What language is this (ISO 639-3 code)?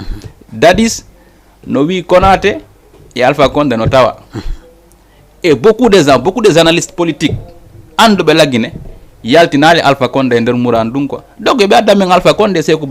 ful